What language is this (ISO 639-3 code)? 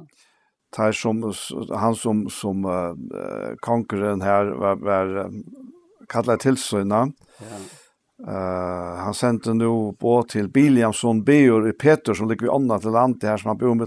fao